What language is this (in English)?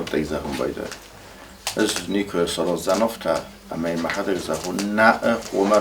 Ossetic